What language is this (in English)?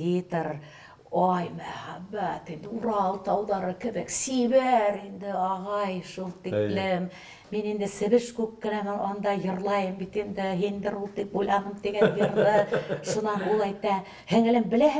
Bashkir